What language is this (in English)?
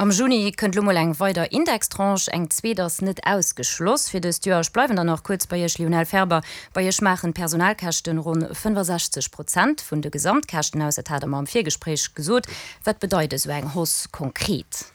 Luxembourgish